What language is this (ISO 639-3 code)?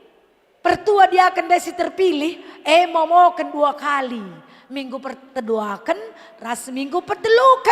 btx